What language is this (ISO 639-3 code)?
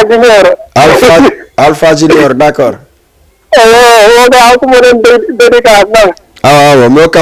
ful